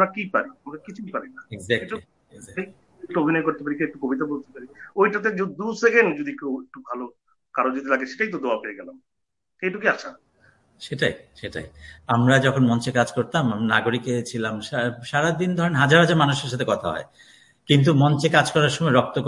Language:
Bangla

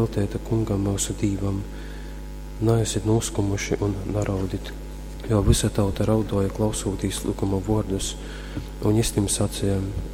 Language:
Latgalian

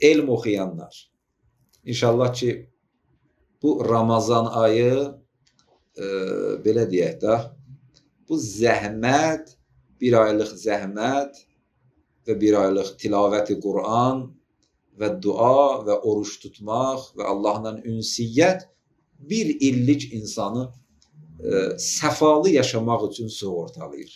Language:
Azerbaijani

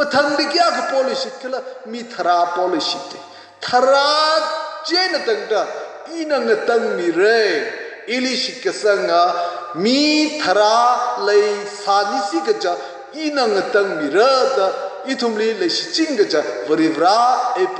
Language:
Tangkhul Naga (India)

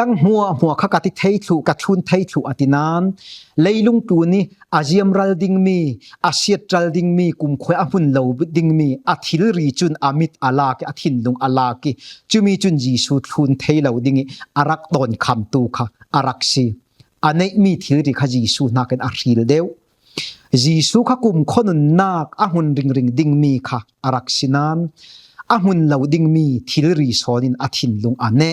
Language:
Falam Chin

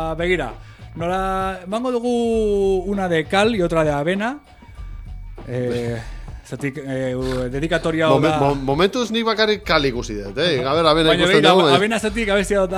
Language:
Basque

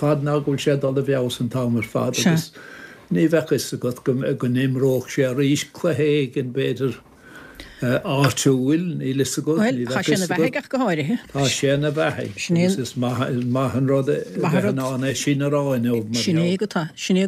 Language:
Irish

